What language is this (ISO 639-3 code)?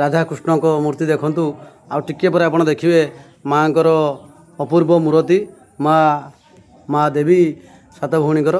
ori